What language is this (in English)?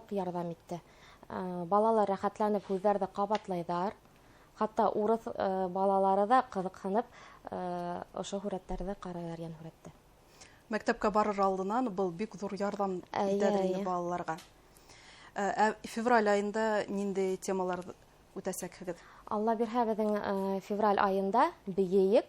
Bashkir